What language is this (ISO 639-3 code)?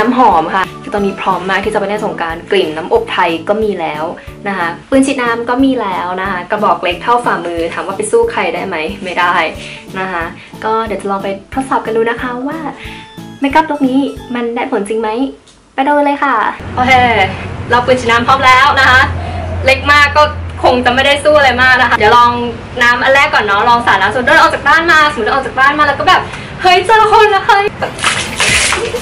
tha